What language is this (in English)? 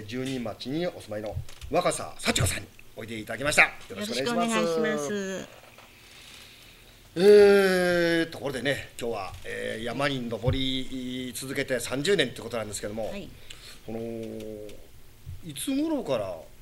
Japanese